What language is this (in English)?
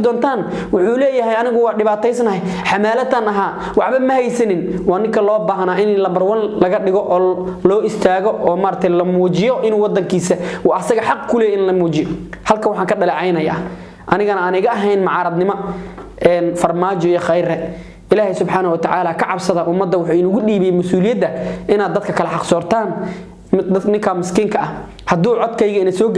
Somali